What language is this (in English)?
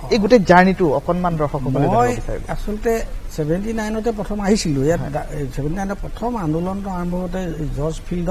Assamese